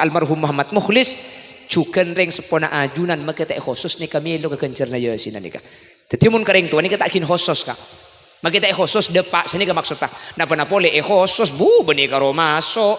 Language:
Madurese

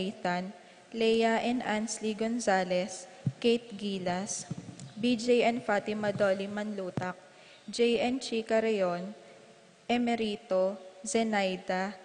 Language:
Pampanga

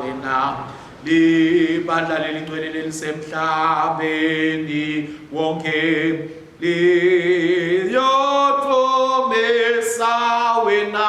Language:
Swati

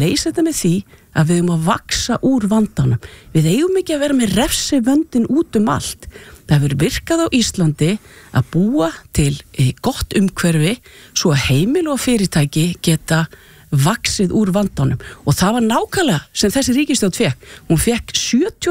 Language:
Icelandic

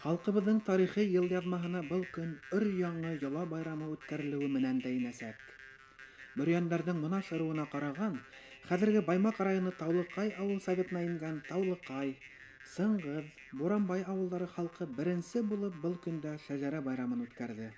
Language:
Bashkir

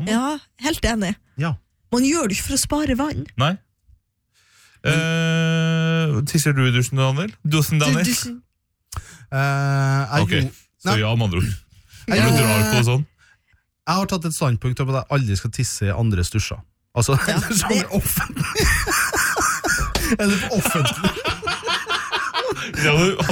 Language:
Norwegian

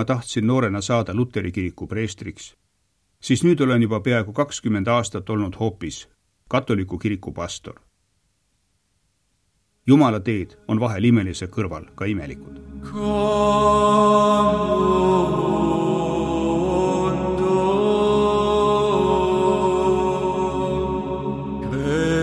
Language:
Estonian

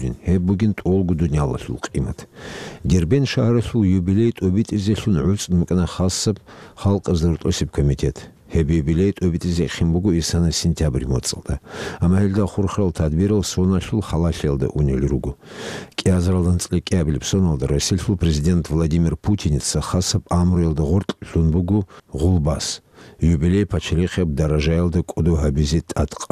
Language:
Avaric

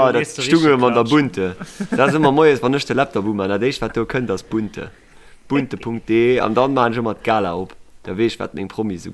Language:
Luxembourgish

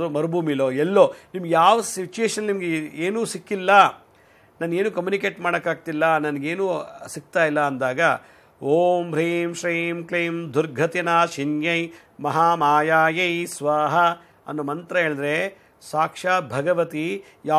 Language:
Kannada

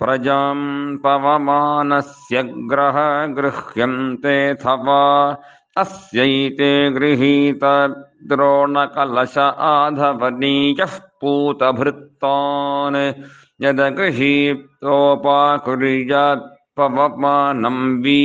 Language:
Sanskrit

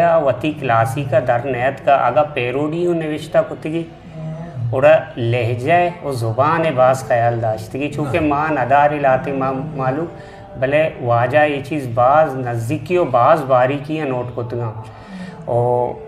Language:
Eastern Balochi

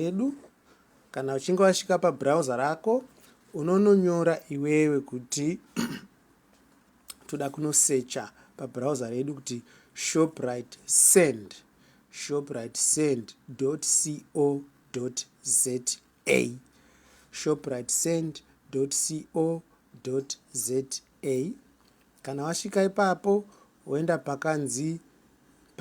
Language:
Shona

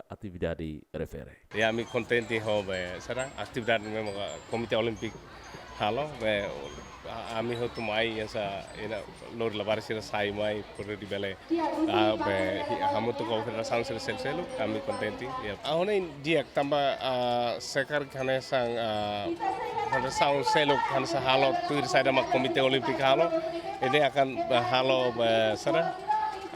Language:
Tetum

